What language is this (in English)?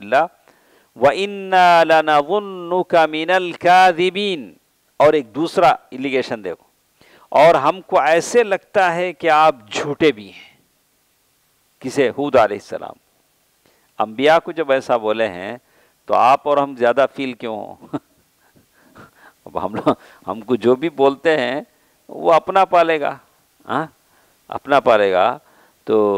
Urdu